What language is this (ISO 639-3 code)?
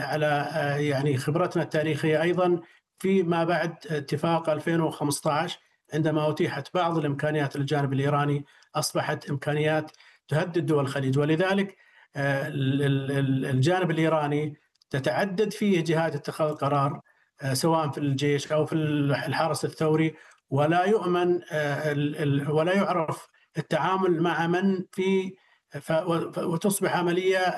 ara